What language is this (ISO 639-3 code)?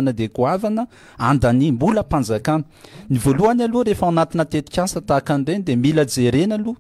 mlg